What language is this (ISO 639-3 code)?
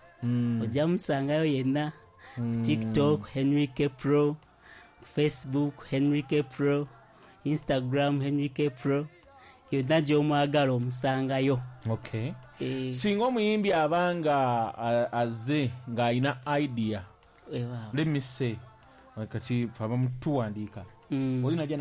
lug